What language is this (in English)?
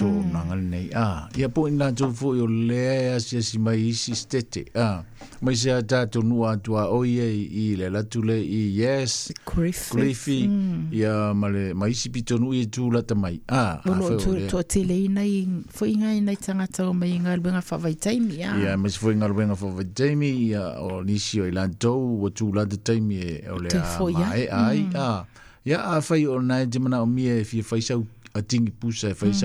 Samoan